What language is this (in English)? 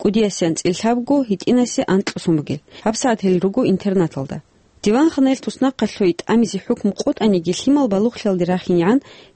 Avaric